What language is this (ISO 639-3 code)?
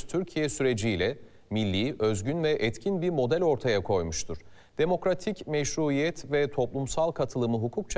tur